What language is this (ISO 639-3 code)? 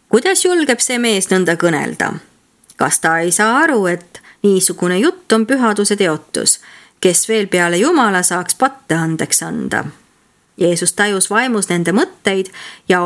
est